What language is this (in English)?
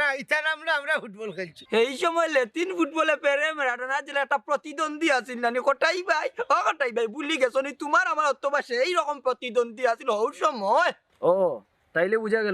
Sylheti